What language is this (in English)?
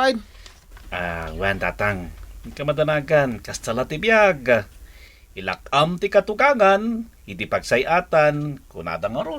Iloko